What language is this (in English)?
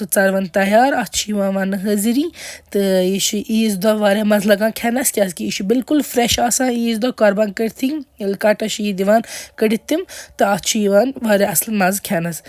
Kashmiri